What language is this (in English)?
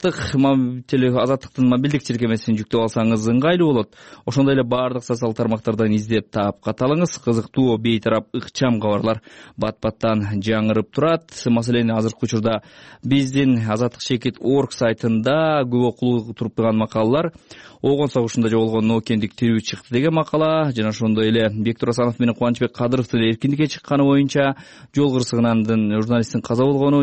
Kyrgyz